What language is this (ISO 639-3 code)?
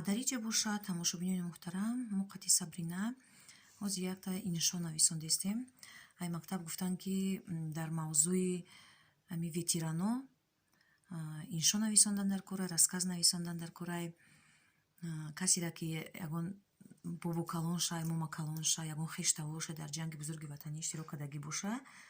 tgk